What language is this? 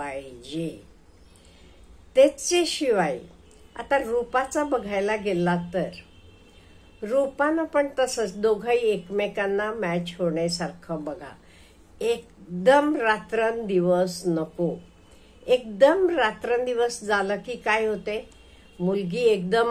Marathi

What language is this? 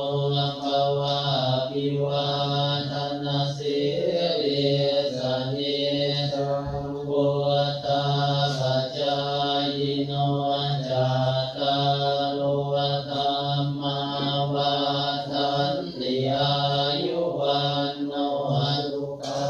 Pali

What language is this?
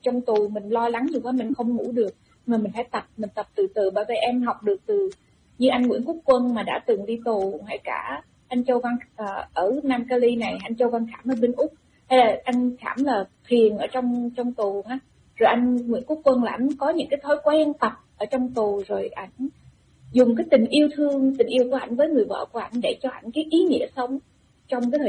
Vietnamese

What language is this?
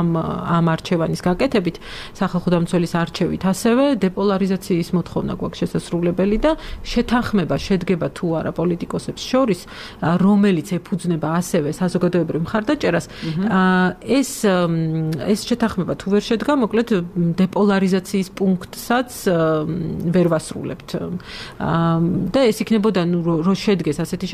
Georgian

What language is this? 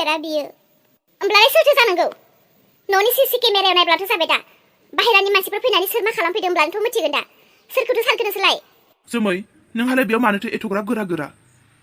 Bodo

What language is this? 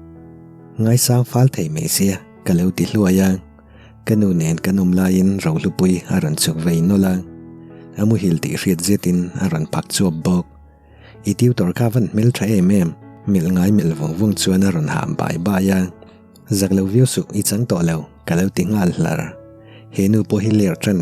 Mizo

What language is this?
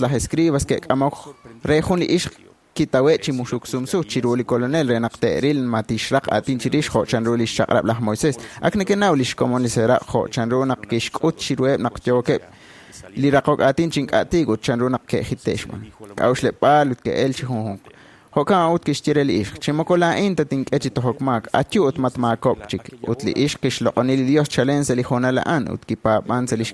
Kekchí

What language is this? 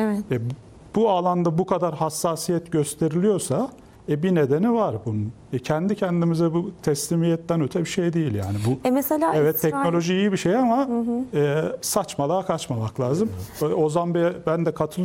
Turkish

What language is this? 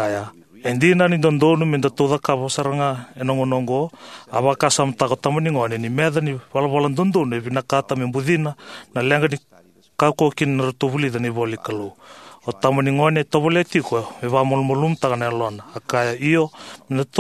Fijian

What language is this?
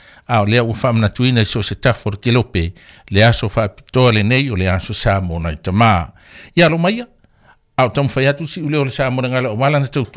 Samoan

